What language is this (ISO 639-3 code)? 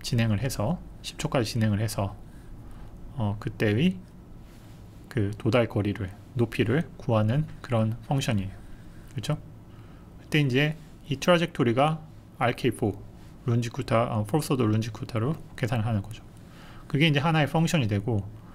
kor